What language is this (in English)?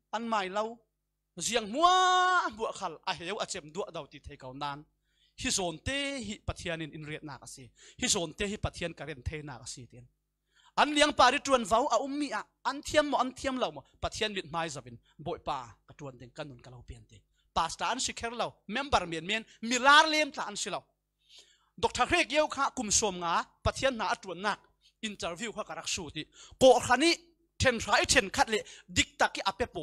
Falam Chin